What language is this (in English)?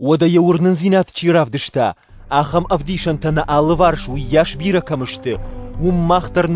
Ossetic